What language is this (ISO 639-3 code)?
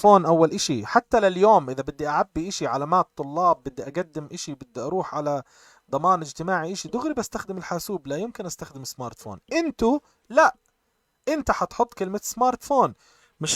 apc